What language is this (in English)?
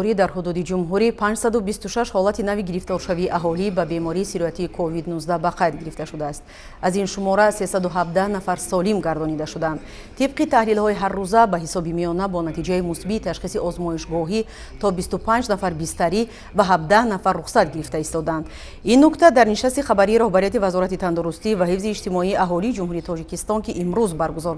Tajik